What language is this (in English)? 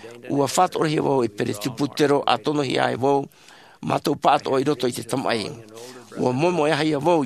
Tahitian